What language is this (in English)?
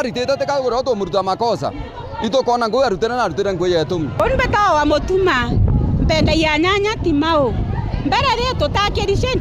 Meru